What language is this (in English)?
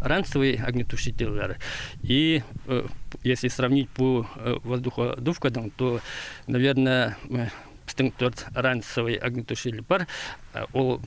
Khakas